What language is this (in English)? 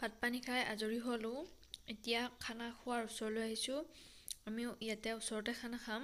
Assamese